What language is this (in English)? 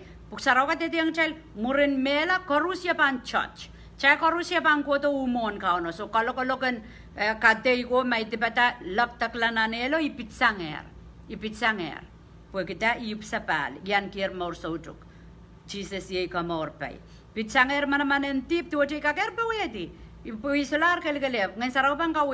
Pohnpeian